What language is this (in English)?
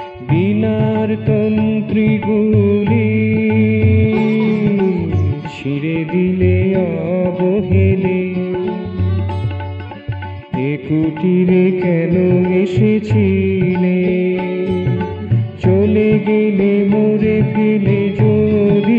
Bangla